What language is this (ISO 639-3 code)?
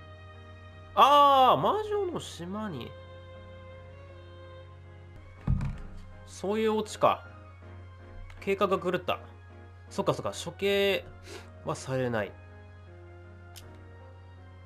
jpn